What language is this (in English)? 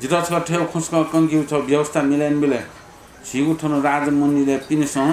Newari